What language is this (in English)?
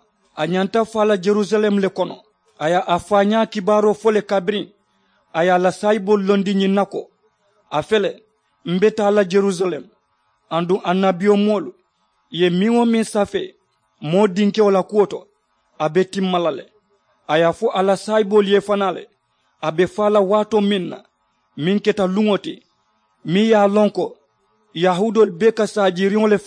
Mandingo